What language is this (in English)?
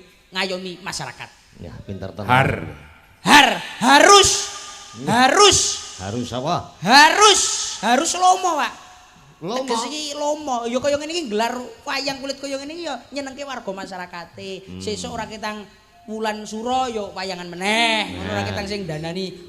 Javanese